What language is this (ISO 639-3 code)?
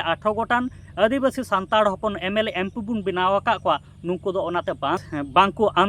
sat